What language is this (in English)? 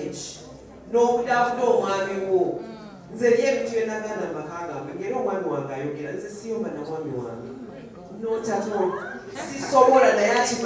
Ganda